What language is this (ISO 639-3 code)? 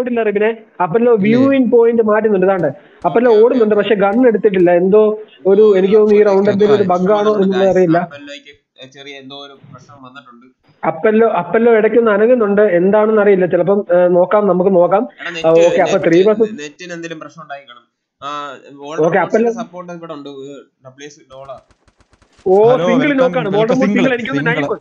mal